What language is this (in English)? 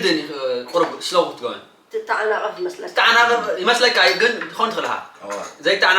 Tigrinya